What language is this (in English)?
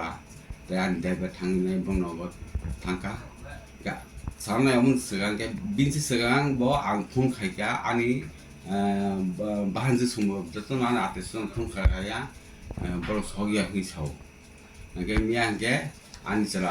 Kok Borok